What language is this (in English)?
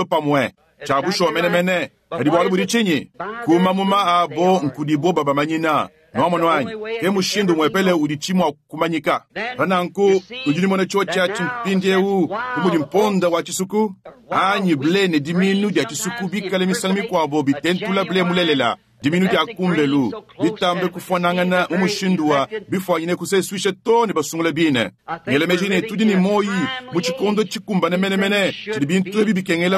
Luba-Lulua